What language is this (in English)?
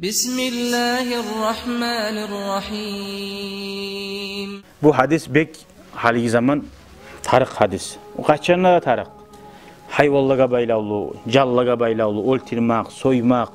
Kumyk